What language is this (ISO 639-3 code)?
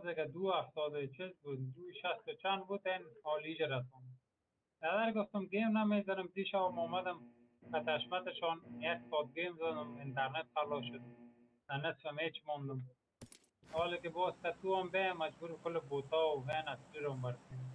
fas